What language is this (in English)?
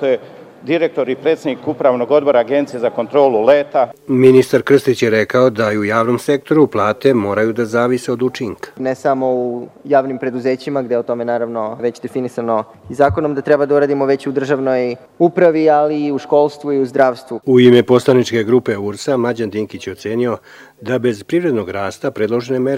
Serbian